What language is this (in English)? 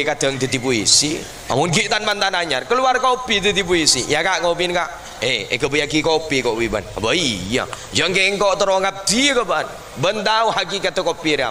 Madurese